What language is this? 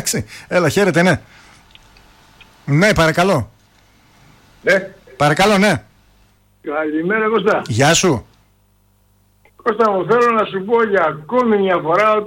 Greek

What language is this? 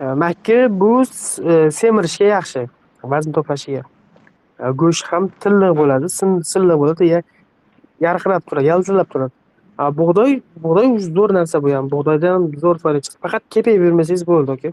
Uzbek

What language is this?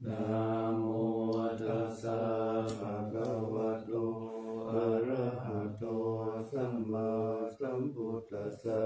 Pali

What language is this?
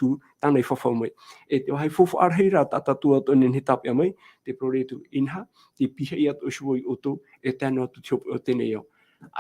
Tahitian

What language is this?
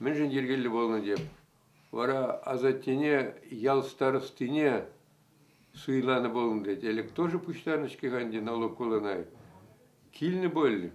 Chuvash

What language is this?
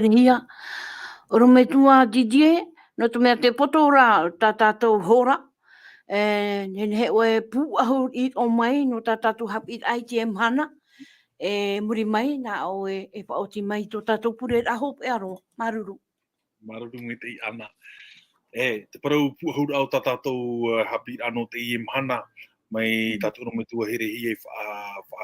Tahitian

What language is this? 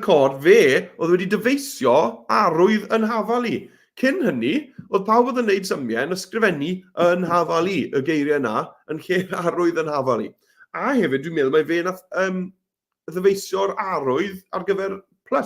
Welsh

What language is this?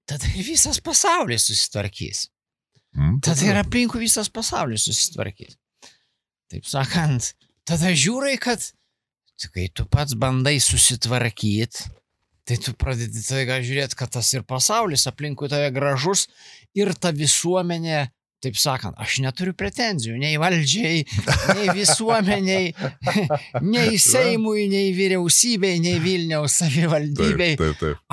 Lithuanian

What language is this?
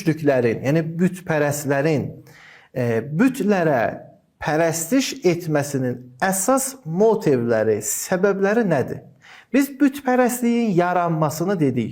Azerbaijani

